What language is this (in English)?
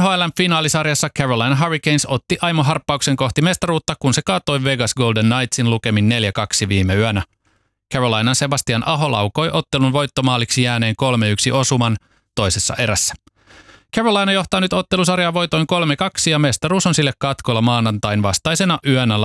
Finnish